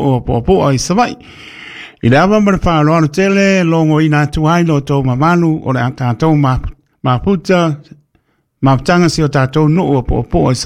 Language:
Samoan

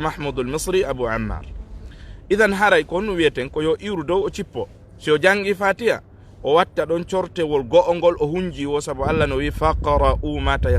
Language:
Fula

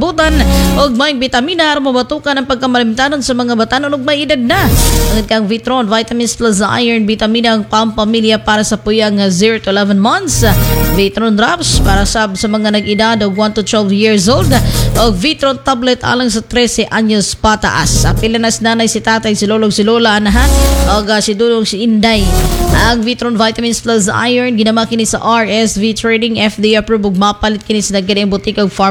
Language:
Cebuano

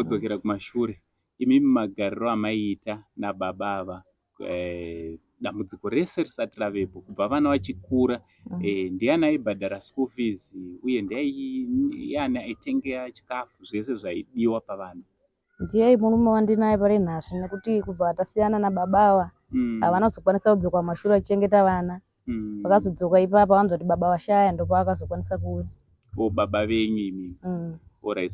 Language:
Shona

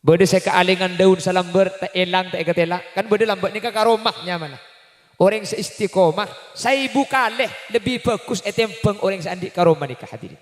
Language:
Madurese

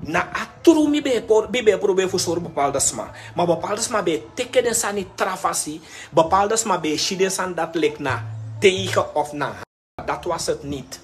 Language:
Sranan Tongo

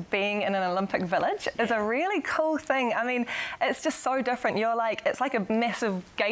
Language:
English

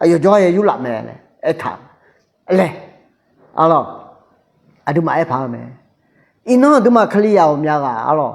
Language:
Akha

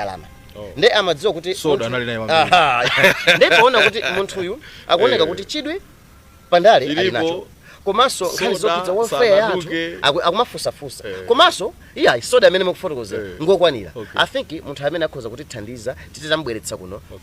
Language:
Nyanja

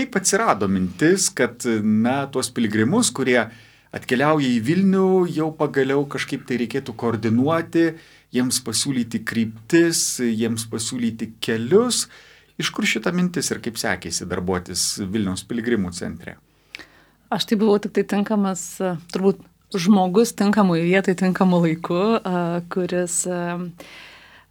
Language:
Lithuanian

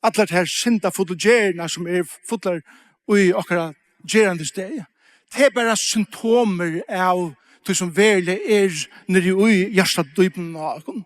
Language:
Faroese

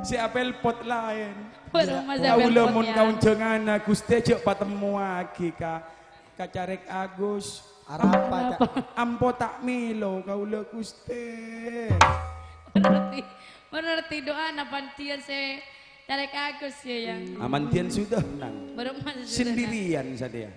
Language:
Madurese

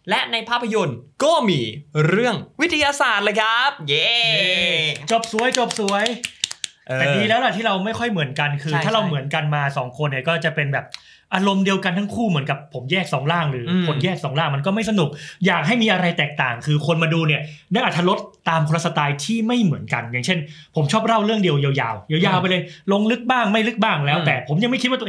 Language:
Thai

